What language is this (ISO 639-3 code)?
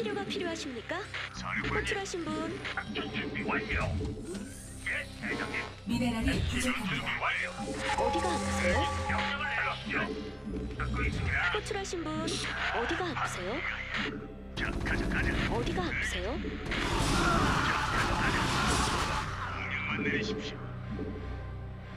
kor